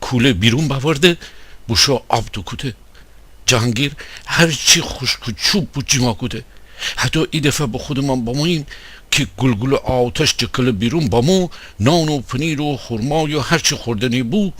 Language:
Gilaki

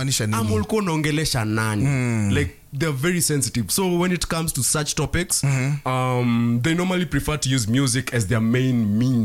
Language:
Swahili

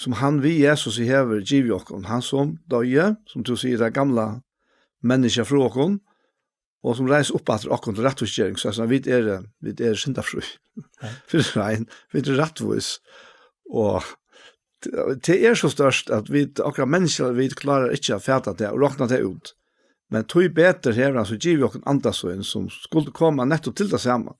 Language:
Faroese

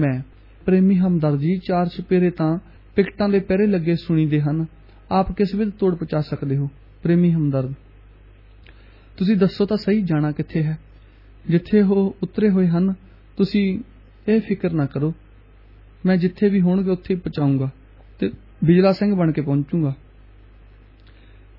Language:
Punjabi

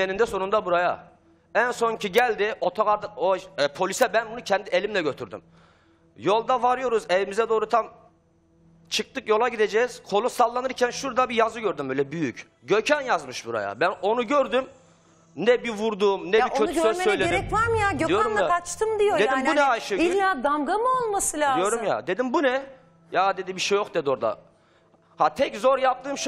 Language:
Turkish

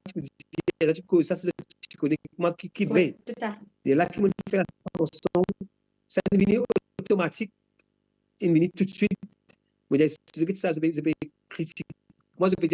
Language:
Morisyen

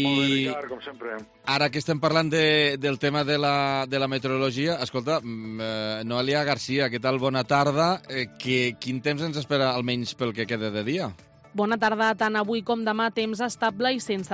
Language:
Catalan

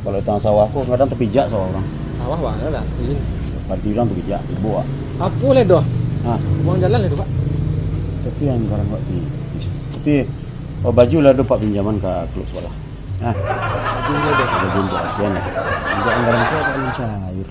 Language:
Minangkabau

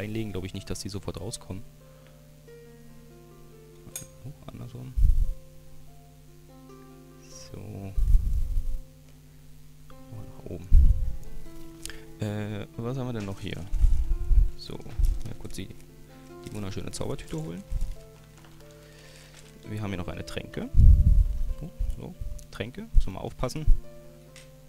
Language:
German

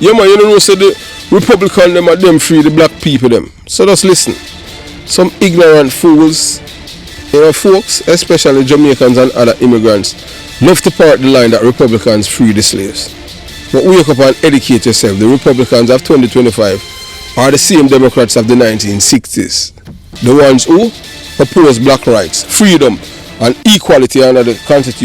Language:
Jamaican Creole English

